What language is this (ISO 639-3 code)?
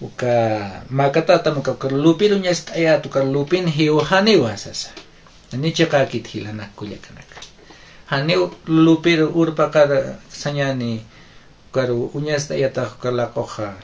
aym